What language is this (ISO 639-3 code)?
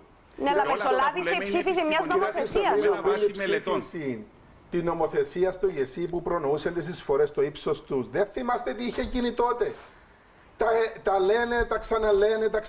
ell